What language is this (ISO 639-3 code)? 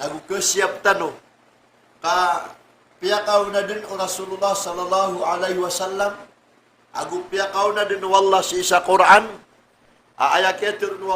mrw